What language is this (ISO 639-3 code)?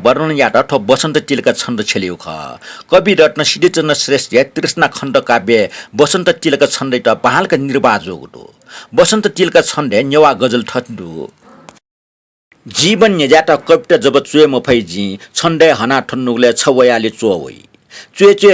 new